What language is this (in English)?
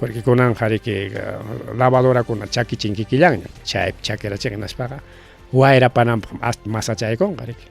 Ayacucho Quechua